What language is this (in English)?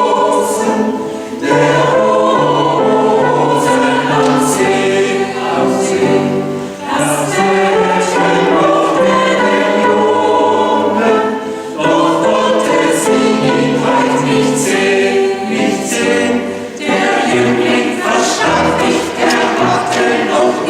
Swiss German